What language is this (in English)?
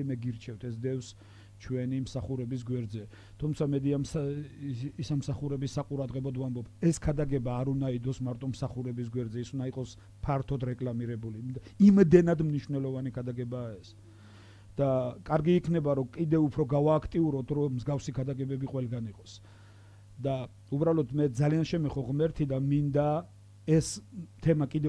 Georgian